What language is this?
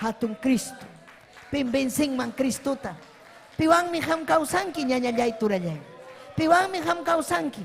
Ayacucho Quechua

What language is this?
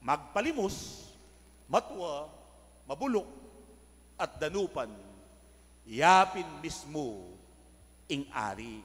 Pampanga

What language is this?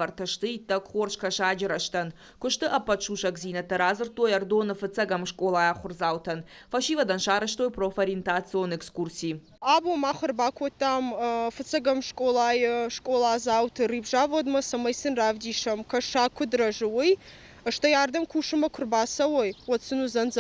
Ossetic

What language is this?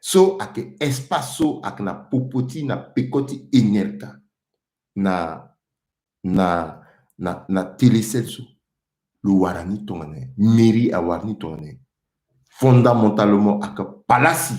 Sango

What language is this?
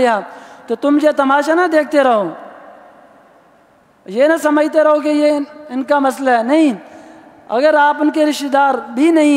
Urdu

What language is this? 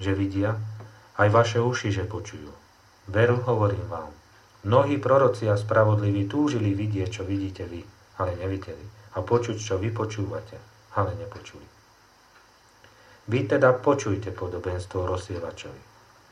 Slovak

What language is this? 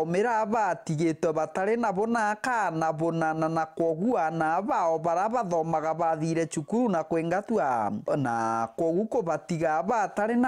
Meru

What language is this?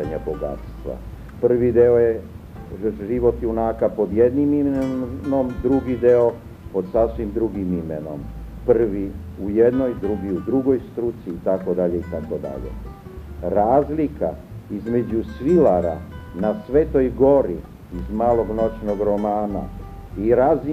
Serbian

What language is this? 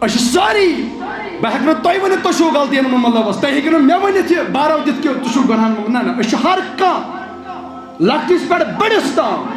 Kashmiri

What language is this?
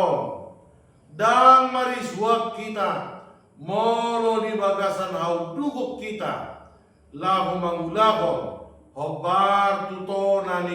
Batak Toba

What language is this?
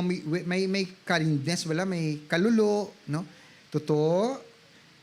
Hiligaynon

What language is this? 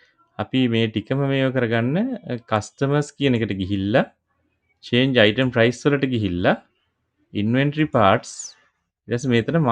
Sinhala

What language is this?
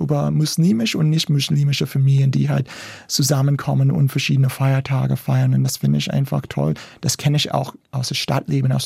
German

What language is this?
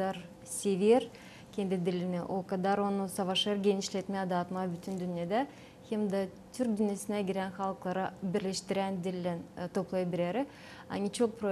Gagauz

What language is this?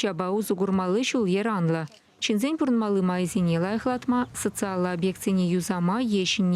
Chuvash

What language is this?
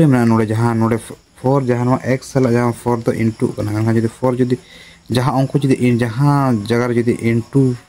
Santali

